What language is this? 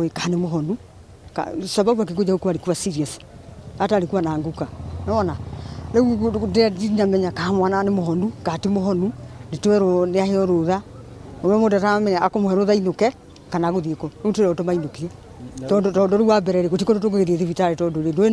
Kikuyu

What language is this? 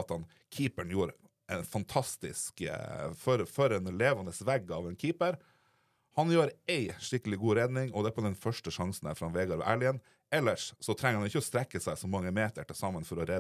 Norwegian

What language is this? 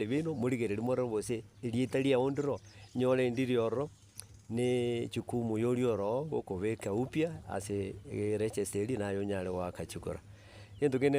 Gusii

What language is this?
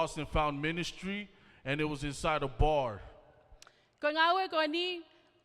Tongan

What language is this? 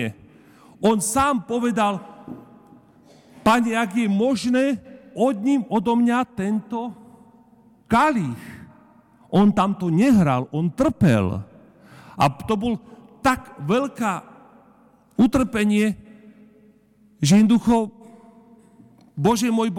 Slovak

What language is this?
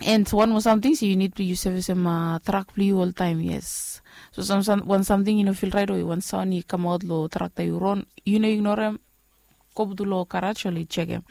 Bislama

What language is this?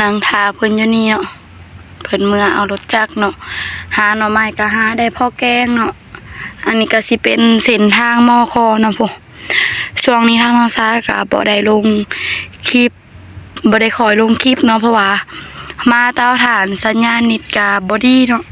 Northeastern Thai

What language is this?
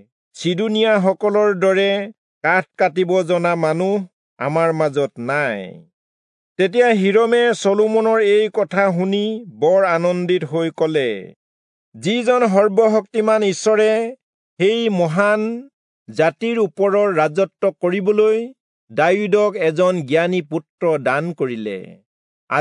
Assamese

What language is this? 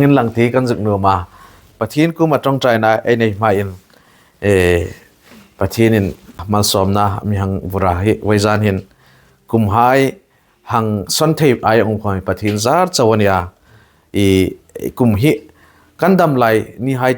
Hmar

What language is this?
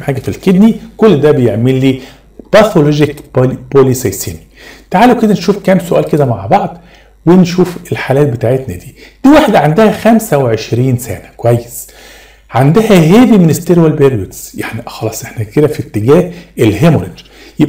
Egyptian Arabic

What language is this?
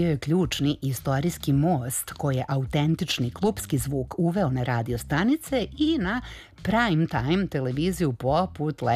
Serbian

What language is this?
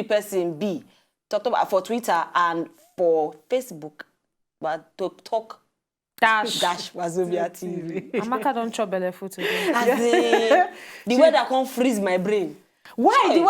Nigerian Pidgin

